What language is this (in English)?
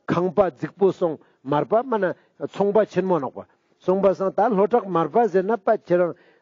Ladakhi